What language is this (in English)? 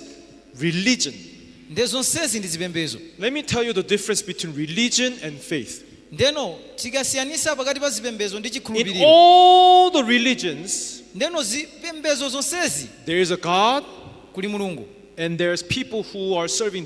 Nyanja